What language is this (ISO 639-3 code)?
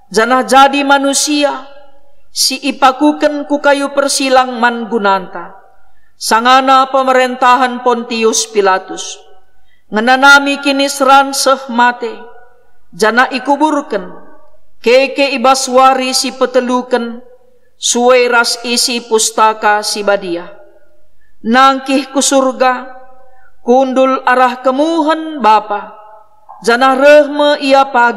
btx